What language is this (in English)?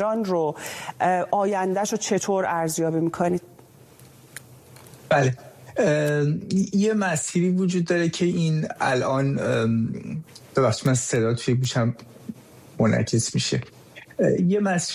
Persian